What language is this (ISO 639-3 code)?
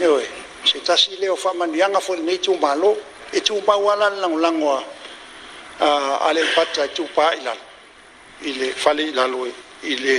smo